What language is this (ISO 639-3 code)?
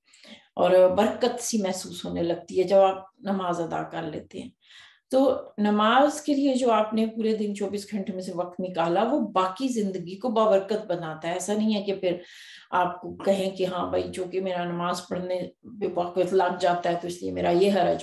urd